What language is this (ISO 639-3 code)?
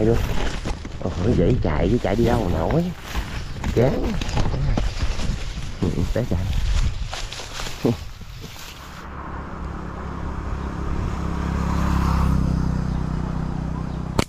vie